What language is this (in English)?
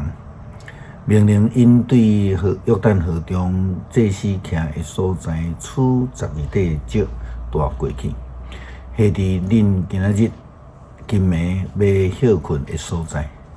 Min Nan Chinese